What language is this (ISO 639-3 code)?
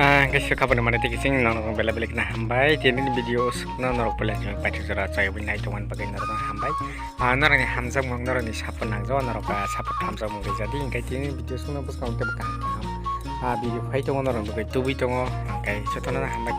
trp